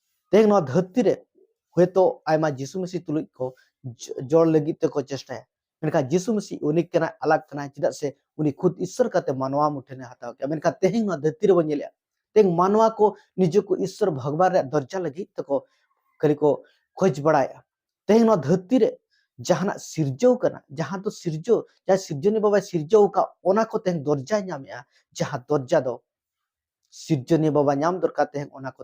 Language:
Santali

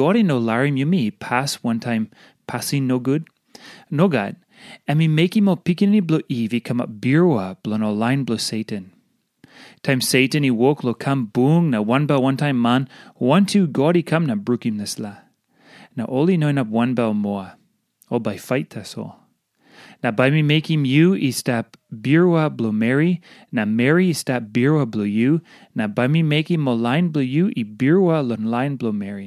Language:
Tok Pisin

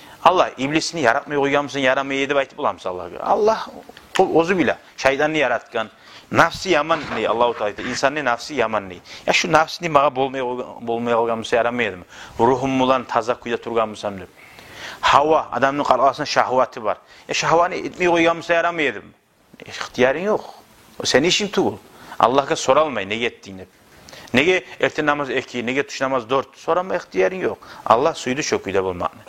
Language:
Kumyk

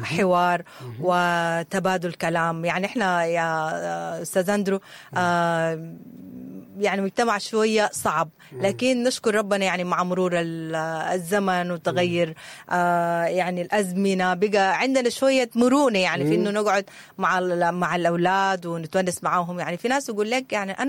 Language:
Sudanese Arabic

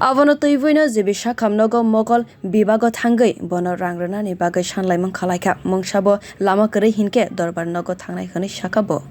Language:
Kok Borok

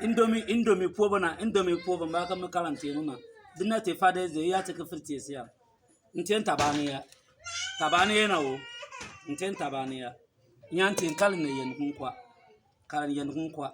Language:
Bimoba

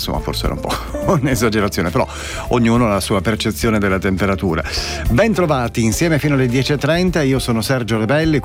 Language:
Italian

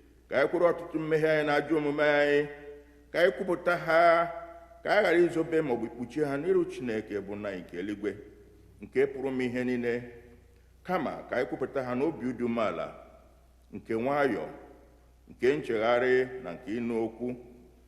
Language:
Igbo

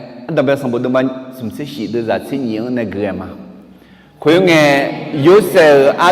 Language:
Akha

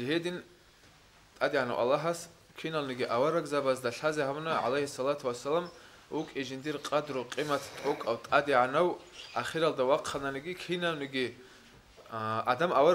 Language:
Avaric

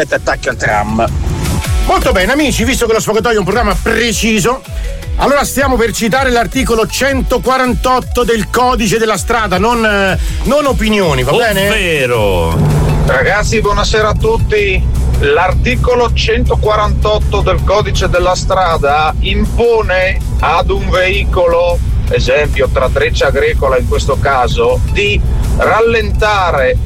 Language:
Italian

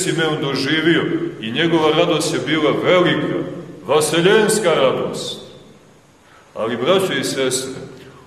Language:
Serbian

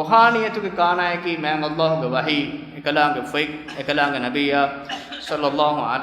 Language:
Divehi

